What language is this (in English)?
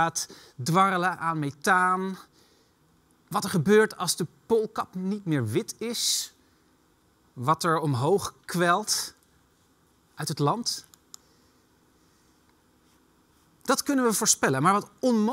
Dutch